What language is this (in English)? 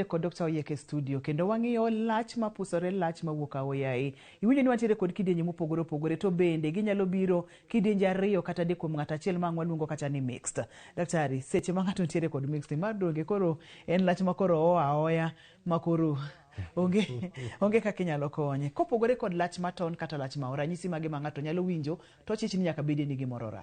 Luo (Kenya and Tanzania)